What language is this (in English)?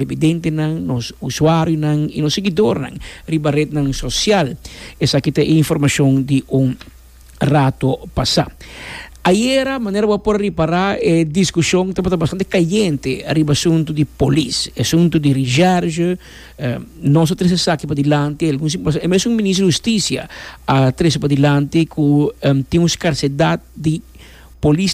Papiamento